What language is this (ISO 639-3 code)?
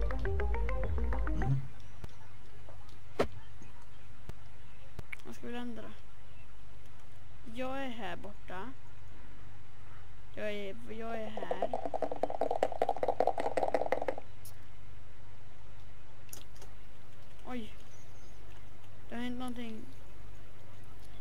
swe